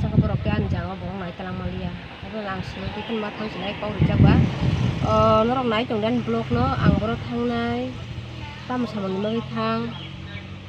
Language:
Kok Borok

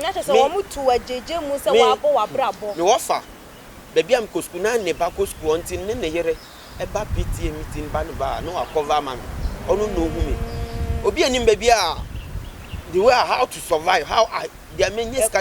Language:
Akan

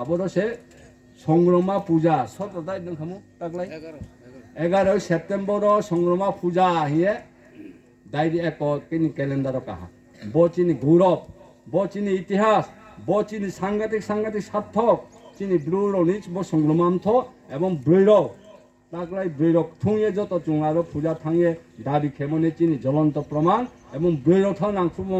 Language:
Riang (India)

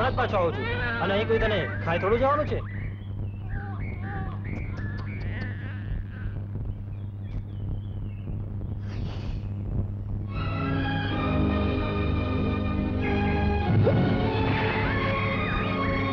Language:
Gujarati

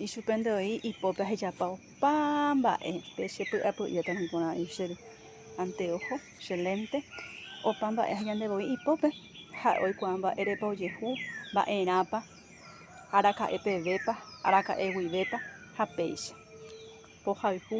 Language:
Guarani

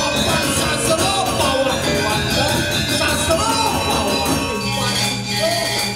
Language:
Balinese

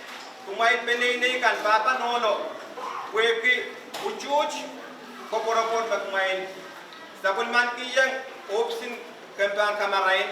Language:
Pohnpeian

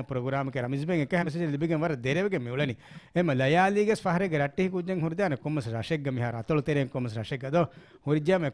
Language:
Divehi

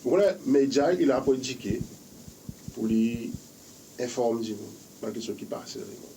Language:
Seselwa Creole French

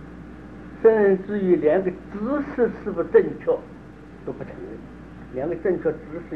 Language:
Chinese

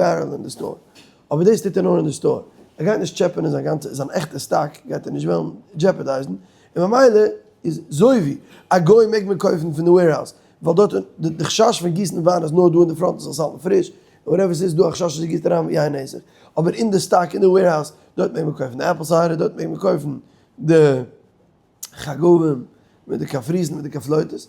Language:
Yiddish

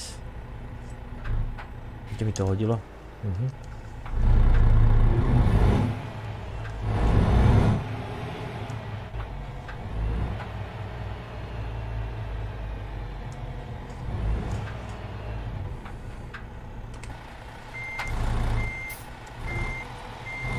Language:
Slovak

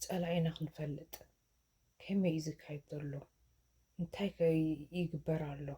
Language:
Tigrinya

